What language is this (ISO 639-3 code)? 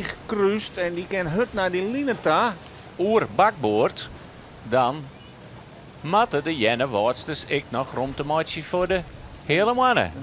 fry